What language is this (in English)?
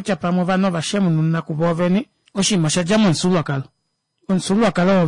Kuanyama